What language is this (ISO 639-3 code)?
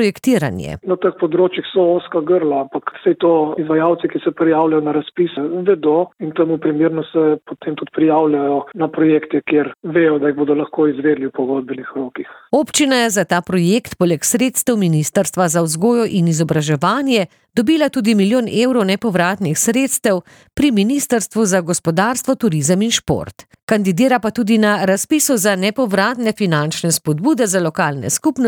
slv